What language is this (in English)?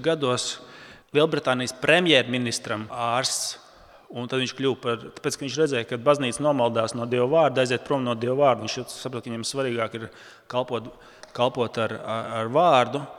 Latvian